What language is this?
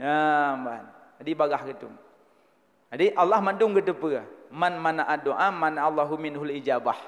Achinese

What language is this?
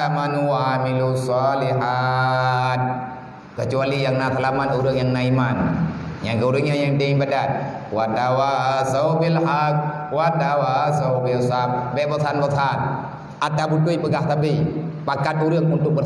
Achinese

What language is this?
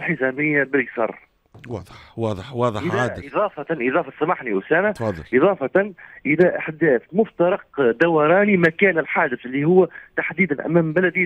Tunisian Arabic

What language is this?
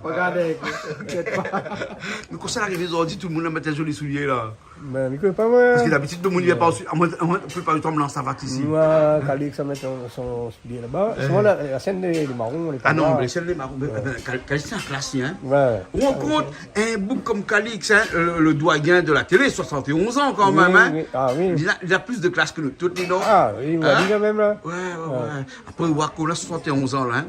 Réunion Creole French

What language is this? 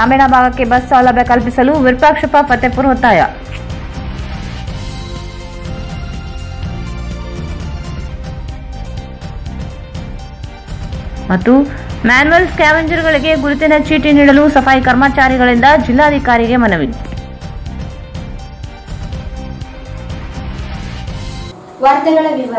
Kannada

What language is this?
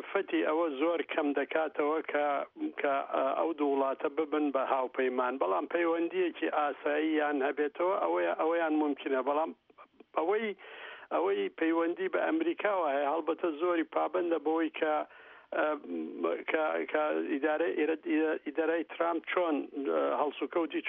Central Kurdish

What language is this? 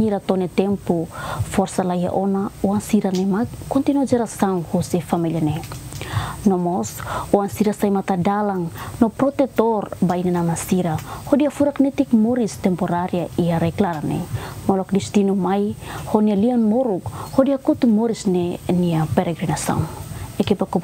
Tetum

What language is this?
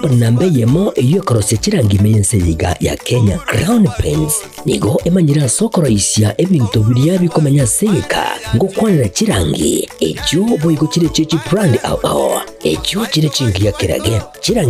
Gusii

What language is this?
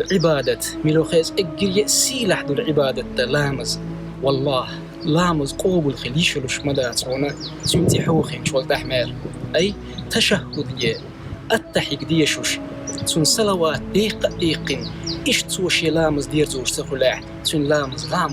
Chechen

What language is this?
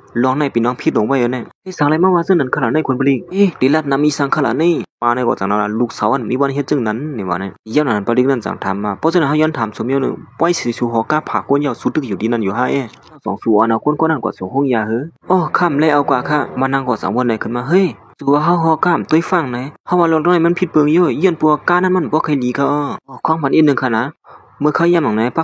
Shan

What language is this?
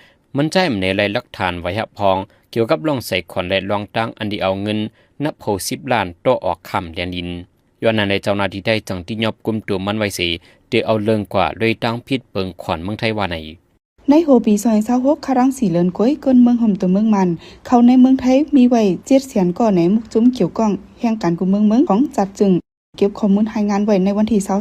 Shan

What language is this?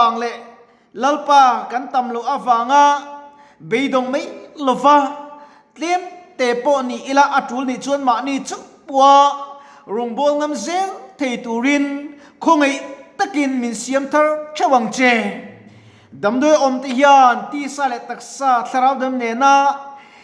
Mizo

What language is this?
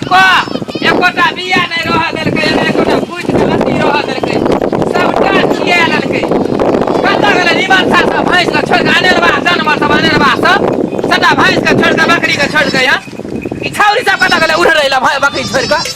Maithili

